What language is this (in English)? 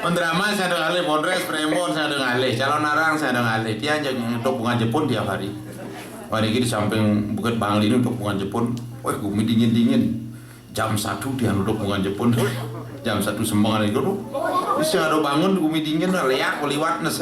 Balinese